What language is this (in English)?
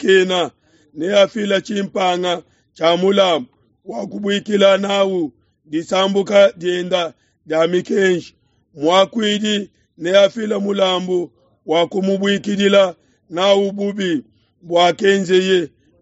Luba-Lulua